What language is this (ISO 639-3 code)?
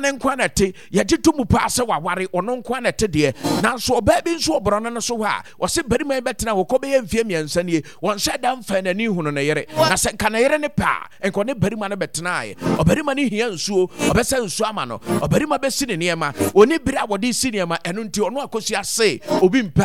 aka